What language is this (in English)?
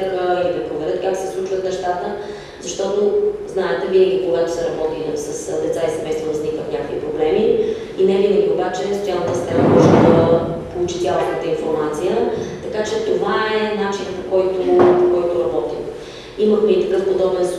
Bulgarian